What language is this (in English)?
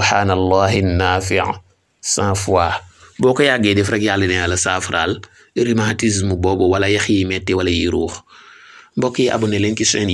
Wolof